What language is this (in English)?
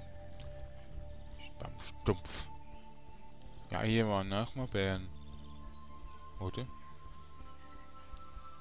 German